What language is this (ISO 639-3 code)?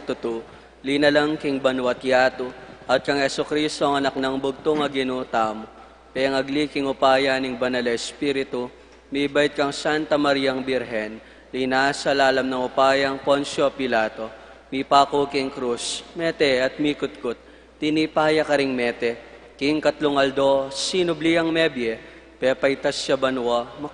pam